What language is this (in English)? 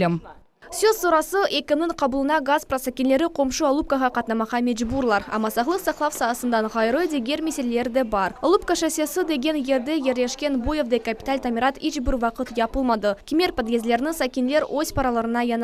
Crimean Tatar